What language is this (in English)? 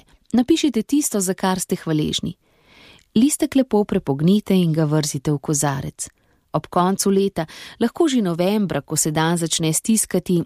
Slovenian